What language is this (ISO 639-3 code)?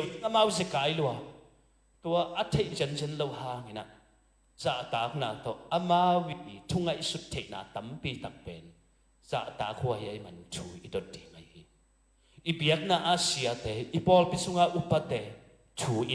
ctd